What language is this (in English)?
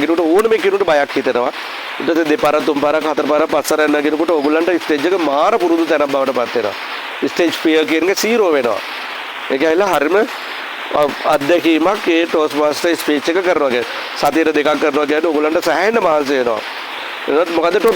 Sinhala